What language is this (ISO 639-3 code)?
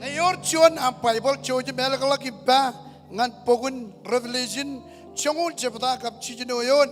mah